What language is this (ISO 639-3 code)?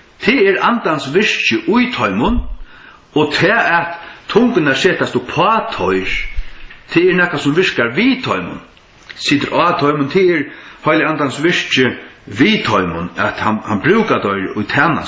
fao